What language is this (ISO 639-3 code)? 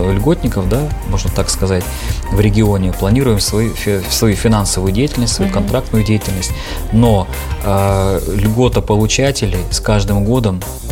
rus